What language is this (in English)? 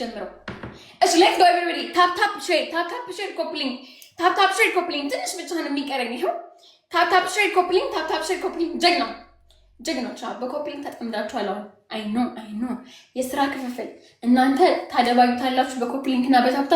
Amharic